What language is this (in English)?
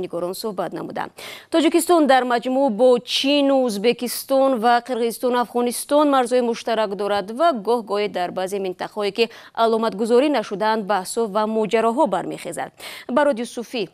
Tajik